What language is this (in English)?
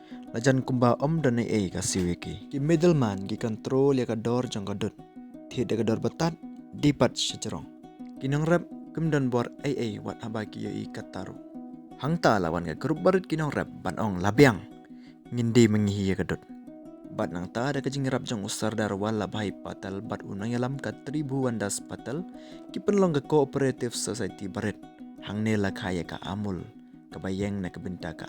Khasi